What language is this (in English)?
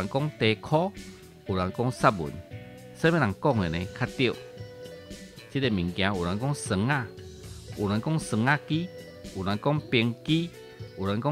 Min Nan Chinese